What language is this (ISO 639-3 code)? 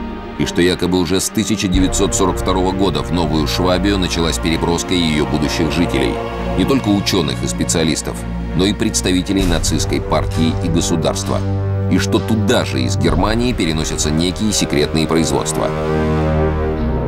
rus